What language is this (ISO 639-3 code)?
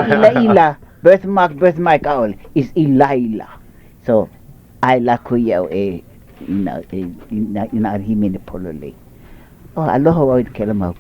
haw